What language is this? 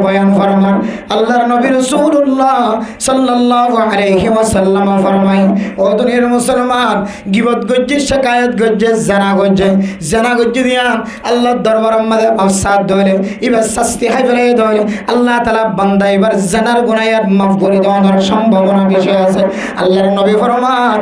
Rohingya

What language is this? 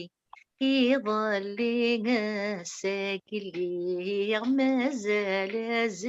Kabyle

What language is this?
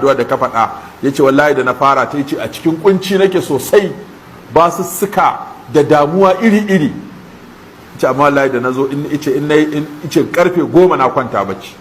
Hausa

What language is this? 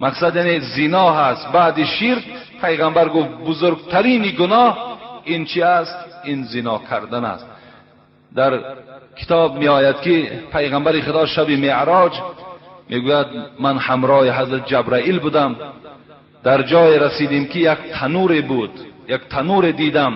Tajik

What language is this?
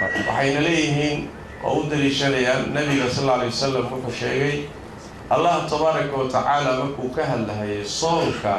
Somali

